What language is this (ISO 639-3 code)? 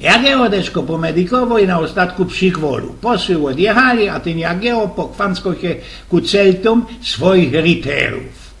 szl